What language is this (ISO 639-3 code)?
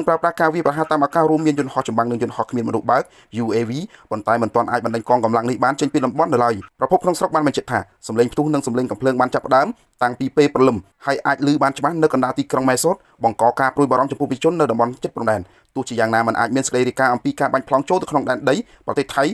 khm